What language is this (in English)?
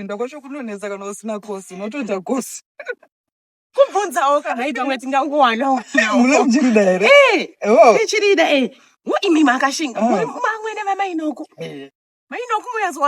Shona